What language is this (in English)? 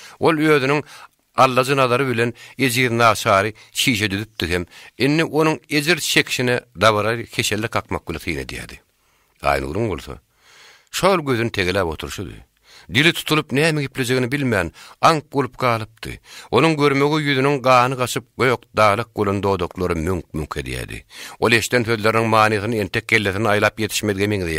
Turkmen